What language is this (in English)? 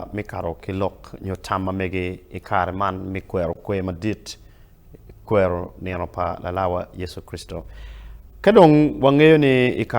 Acoli